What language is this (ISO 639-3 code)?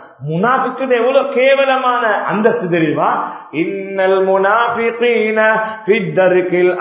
tam